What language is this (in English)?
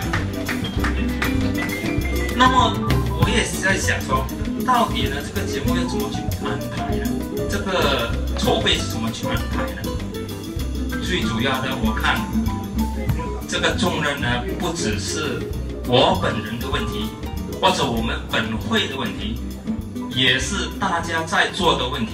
Chinese